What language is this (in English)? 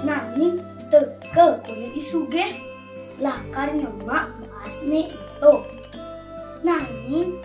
Balinese